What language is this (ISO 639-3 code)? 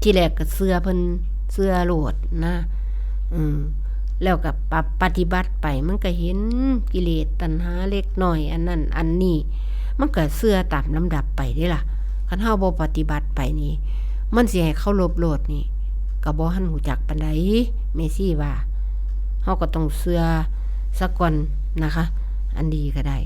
tts